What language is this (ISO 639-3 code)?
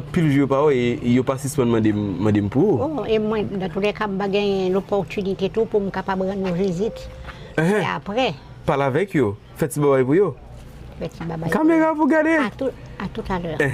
hat